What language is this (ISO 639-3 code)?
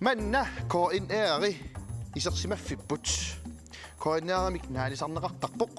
kal